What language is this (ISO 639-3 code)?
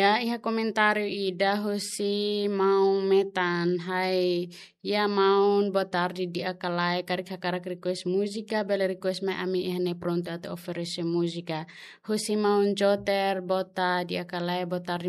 tet